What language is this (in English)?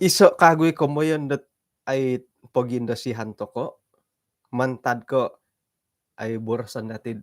Central Dusun